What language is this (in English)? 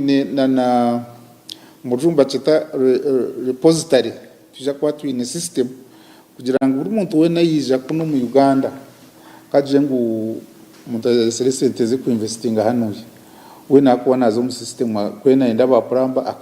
Nyankole